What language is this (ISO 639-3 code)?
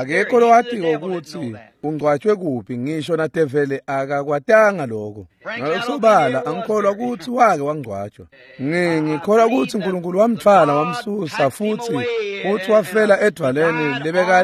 ssw